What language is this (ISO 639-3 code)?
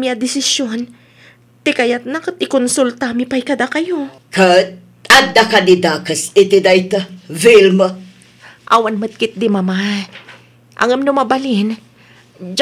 ilo